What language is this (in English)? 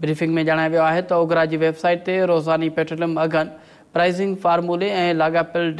Sindhi